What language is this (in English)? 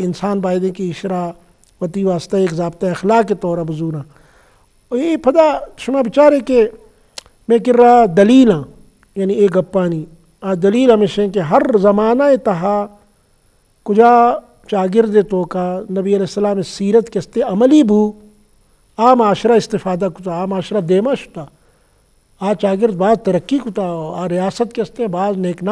Eastern Balochi